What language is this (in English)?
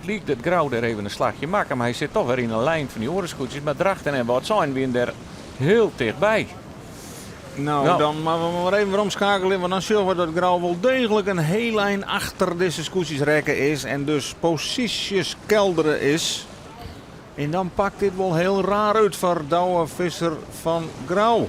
Western Frisian